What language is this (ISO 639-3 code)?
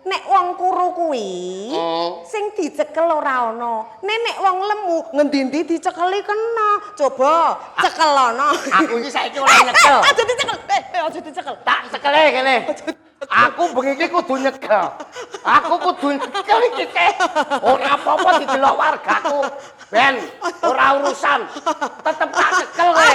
jav